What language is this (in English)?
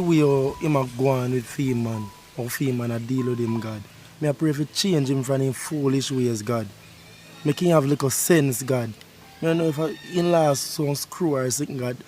Jamaican Creole English